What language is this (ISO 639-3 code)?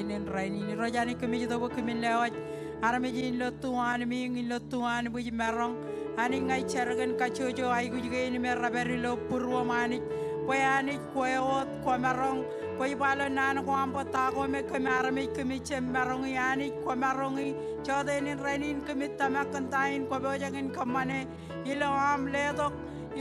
mah